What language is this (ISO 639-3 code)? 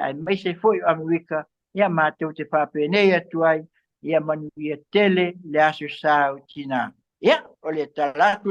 smo